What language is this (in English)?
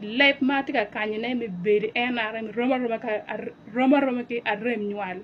Acoli